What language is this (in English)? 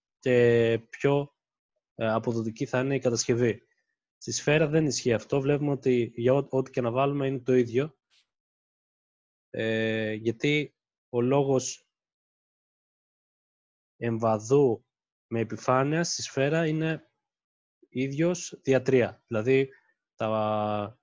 Greek